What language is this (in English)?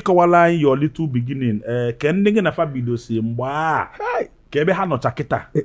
Igbo